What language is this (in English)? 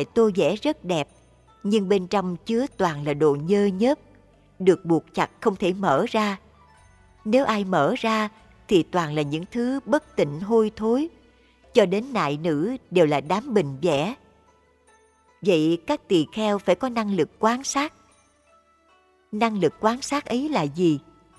Vietnamese